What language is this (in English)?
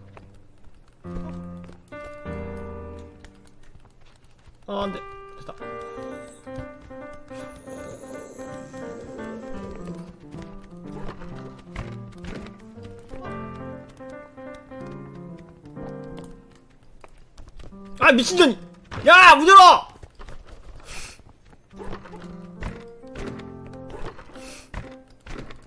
Korean